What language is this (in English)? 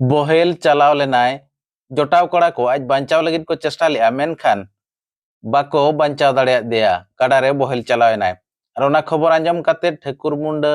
Santali